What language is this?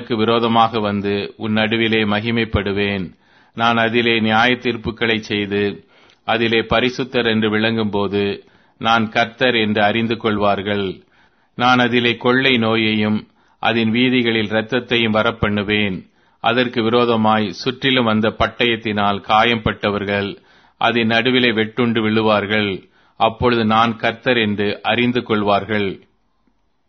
Tamil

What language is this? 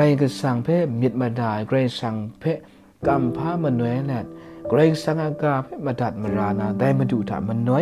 Kachin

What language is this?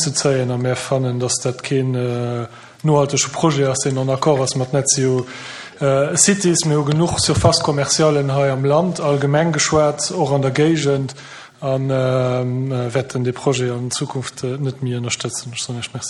Luxembourgish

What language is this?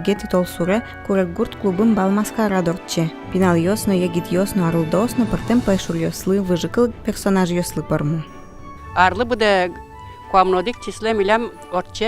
Udmurt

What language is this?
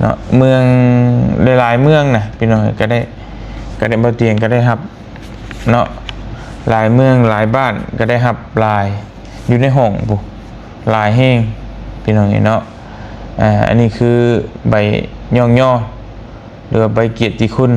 Lao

